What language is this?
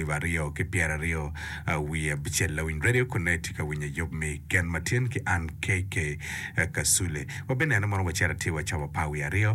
Acoli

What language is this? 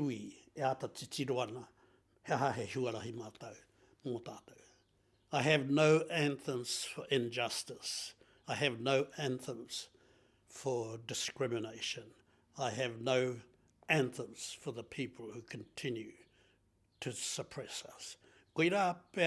Māori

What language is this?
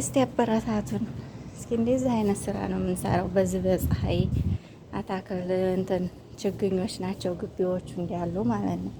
Amharic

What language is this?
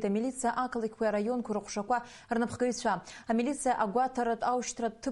Abkhazian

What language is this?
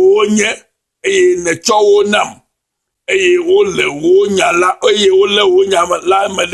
Ewe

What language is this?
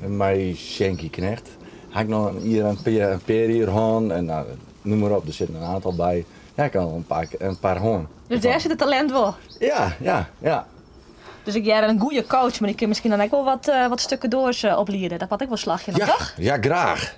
Western Frisian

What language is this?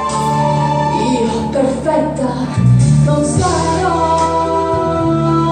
Italian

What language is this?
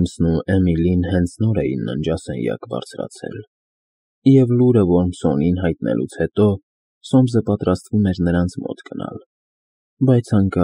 Armenian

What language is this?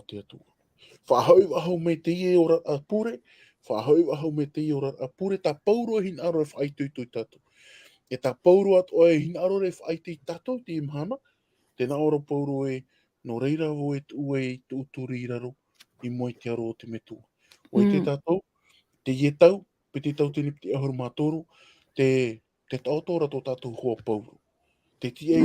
Tahitian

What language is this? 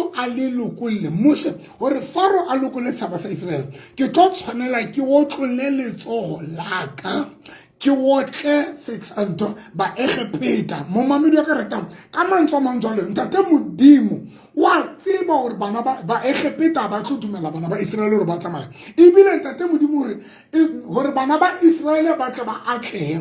Tswana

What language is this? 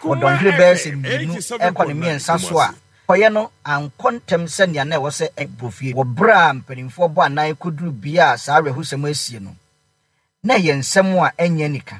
Akan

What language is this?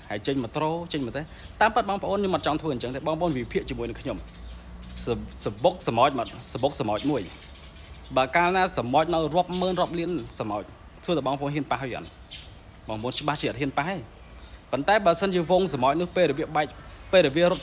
Khmer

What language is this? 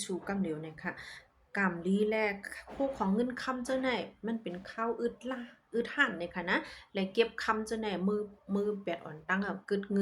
Shan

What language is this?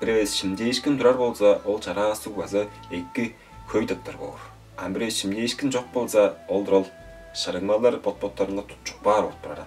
Tuvinian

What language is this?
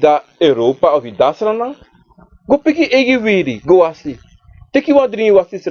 Sranan Tongo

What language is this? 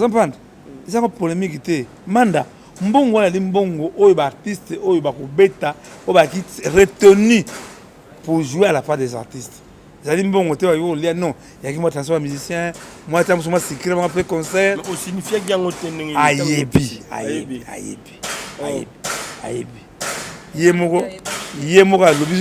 Lingala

